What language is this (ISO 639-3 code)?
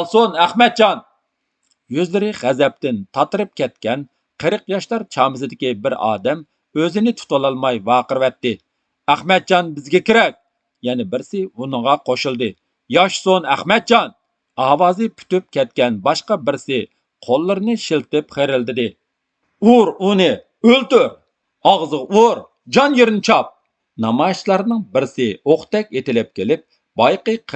uig